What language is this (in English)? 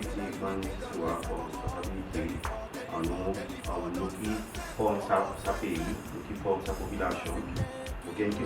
Seselwa Creole French